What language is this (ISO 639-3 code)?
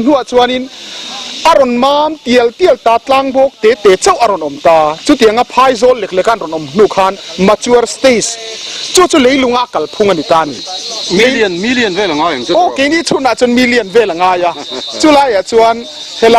lus